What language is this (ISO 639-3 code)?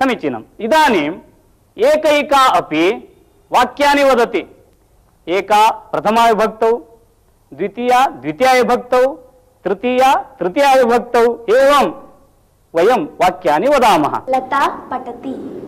san